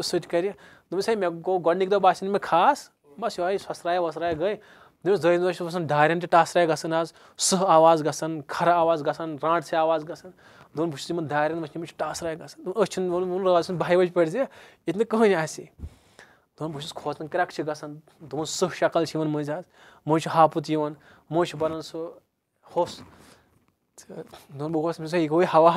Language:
Kashmiri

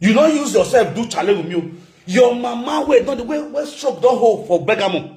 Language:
Nigerian Pidgin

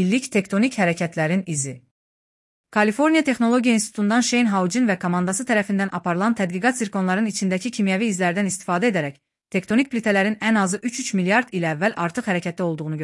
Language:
Azerbaijani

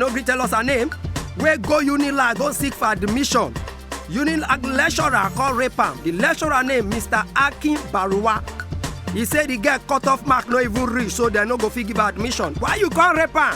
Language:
Nigerian Pidgin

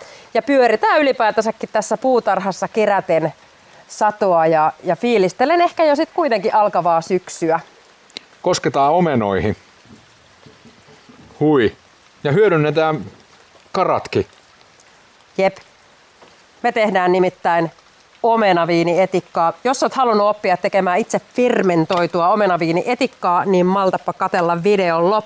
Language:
Finnish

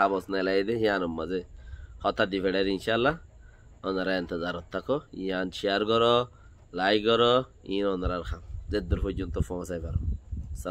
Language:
Rohingya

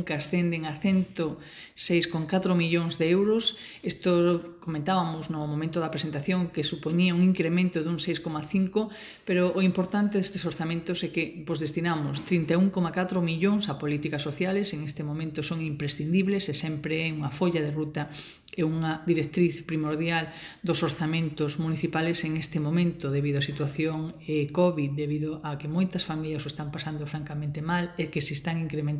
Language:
Galician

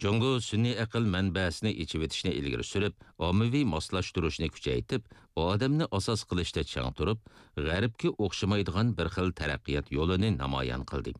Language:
Uyghur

